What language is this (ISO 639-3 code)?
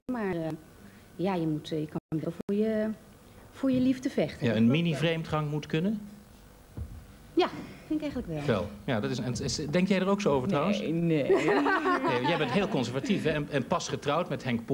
nld